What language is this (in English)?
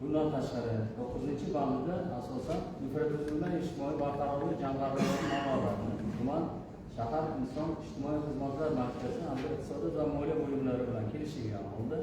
Uzbek